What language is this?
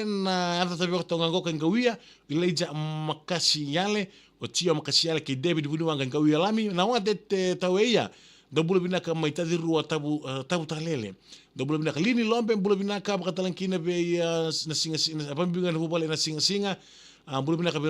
Fijian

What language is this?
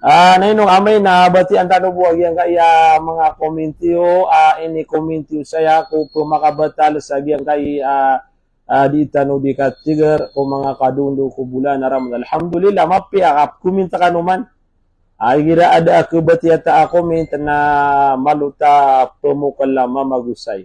Maranao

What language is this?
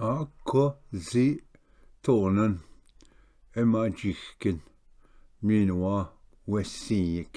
Ojibwa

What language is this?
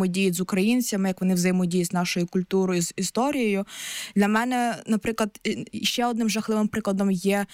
Ukrainian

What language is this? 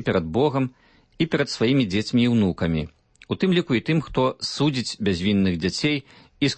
Belarusian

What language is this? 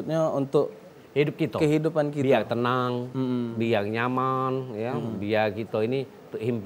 Musi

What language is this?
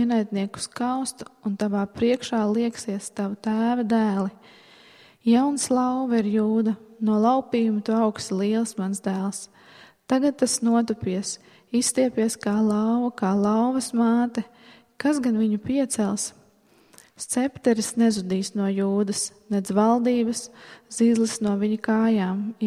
Latvian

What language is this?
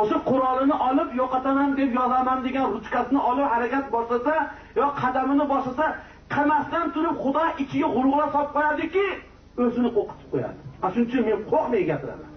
Uzbek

